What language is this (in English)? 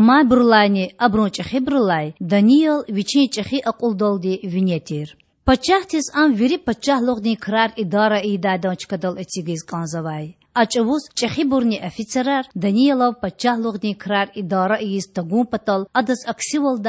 Lezghian